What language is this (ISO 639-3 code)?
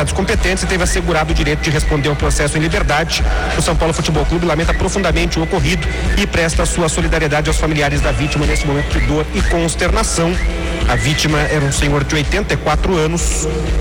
por